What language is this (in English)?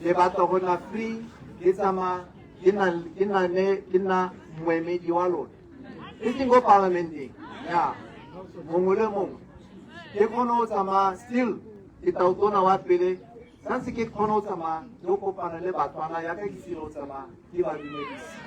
Tswana